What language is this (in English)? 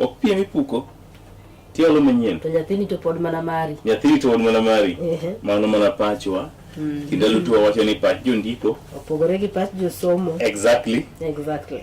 Luo (Kenya and Tanzania)